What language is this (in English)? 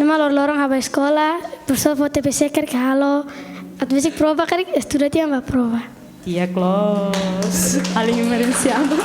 Tetum